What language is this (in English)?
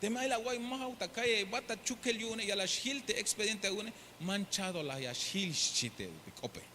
Tzeltal